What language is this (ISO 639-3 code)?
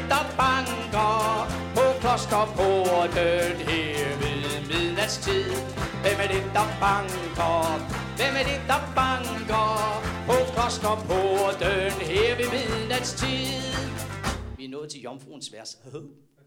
dan